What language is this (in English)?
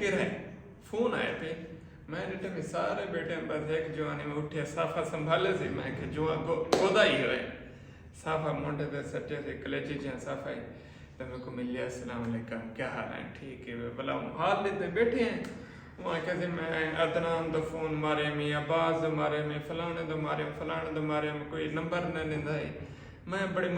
Saraiki